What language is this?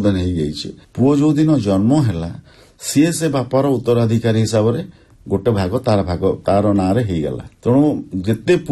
Odia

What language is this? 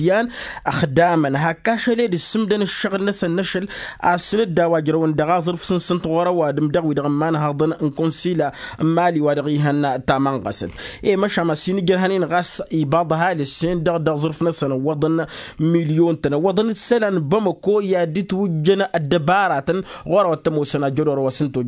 Tamasheq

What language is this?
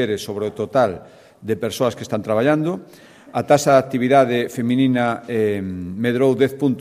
Galician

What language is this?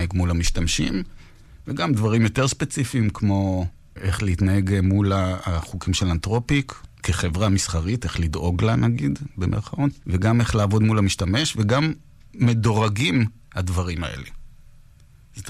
Hebrew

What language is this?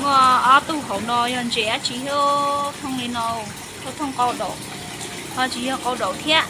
Hmong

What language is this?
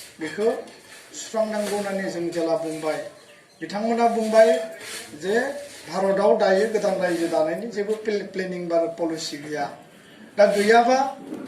Bodo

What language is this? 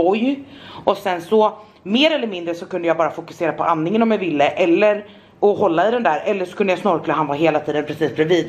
Swedish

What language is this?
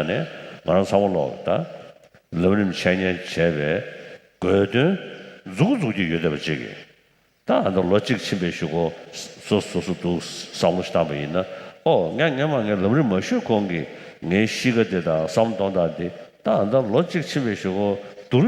Tibetan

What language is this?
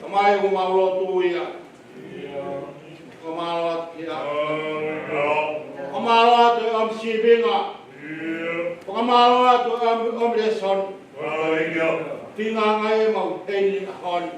Tongan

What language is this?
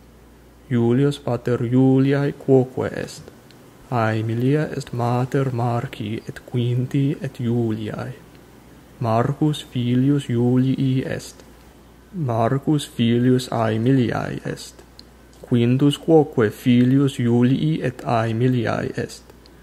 Latin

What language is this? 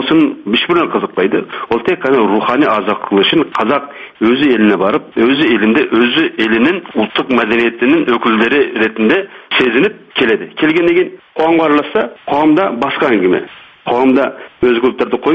Kazakh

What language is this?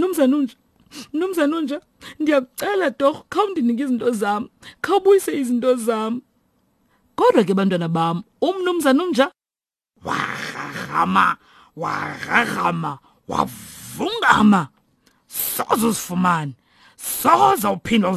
Xhosa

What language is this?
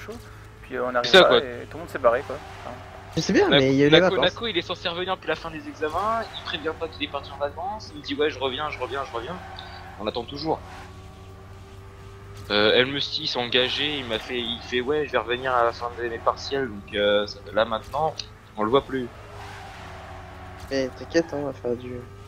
French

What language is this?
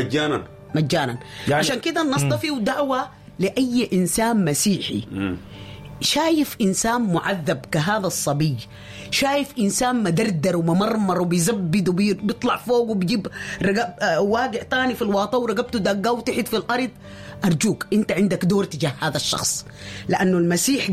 Sudanese Arabic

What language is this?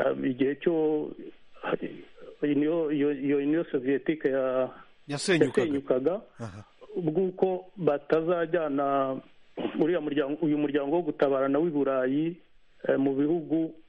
Kinyarwanda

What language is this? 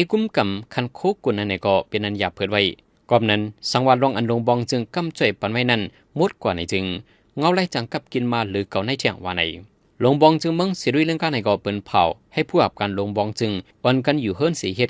Shan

